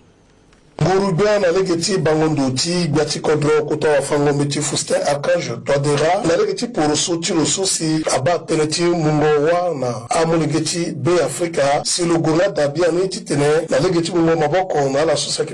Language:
Sango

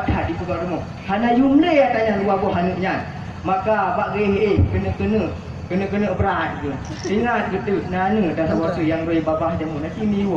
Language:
Achinese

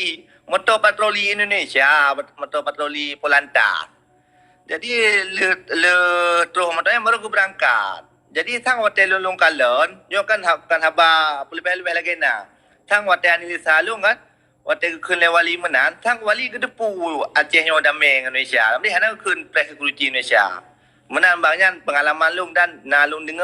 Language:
Achinese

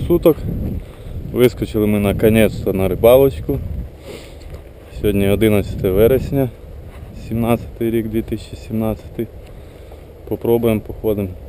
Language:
Ukrainian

